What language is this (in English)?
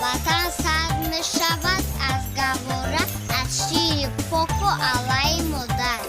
Tajik